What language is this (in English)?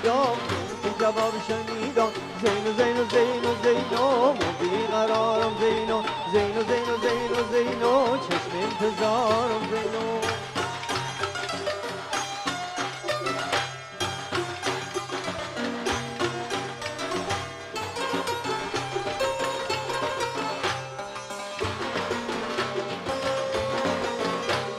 Bulgarian